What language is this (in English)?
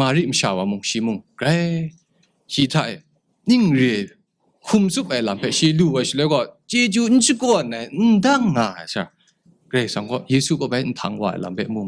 Kachin